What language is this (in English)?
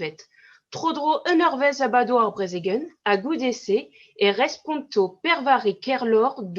Breton